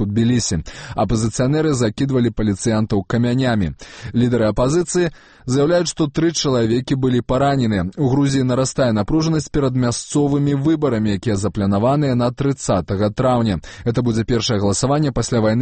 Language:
Belarusian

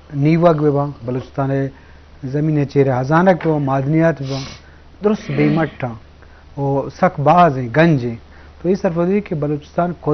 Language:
Eastern Balochi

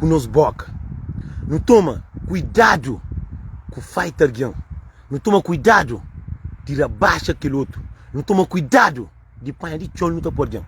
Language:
Kabuverdianu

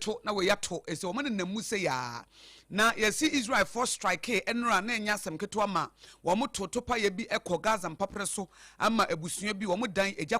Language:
Akan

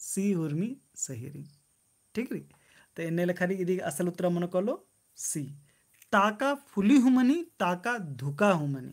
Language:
Kurukh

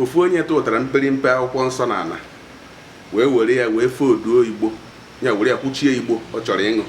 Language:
Igbo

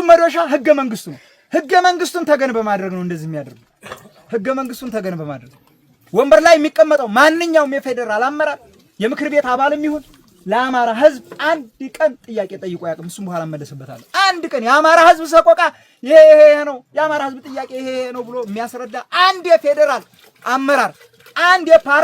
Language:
Amharic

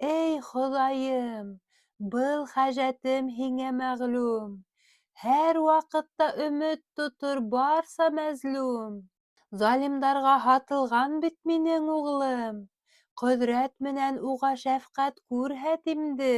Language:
Bashkir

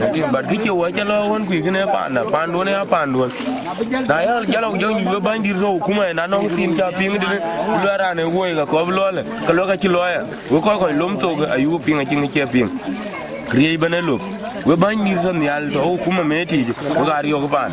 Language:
Dinka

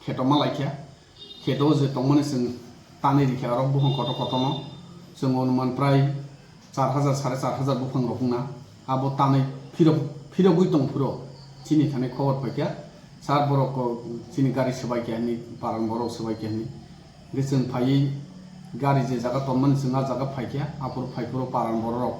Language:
Kok Borok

